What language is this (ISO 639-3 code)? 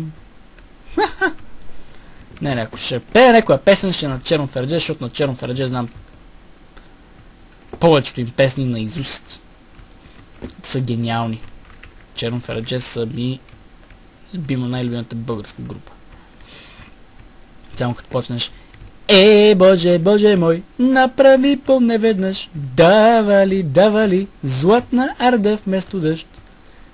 bul